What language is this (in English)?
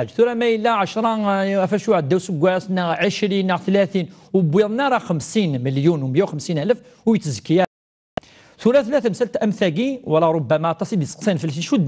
Kabyle